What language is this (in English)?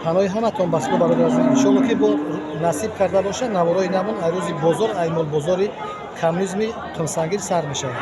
Tajik